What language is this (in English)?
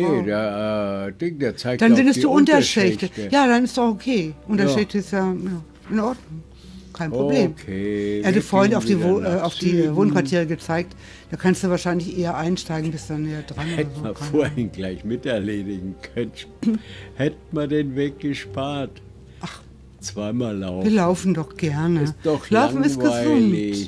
German